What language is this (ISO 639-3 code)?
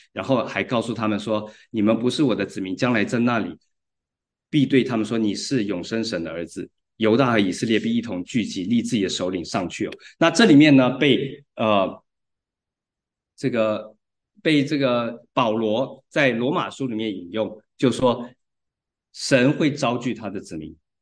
zho